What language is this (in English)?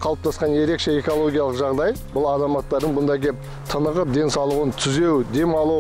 Kazakh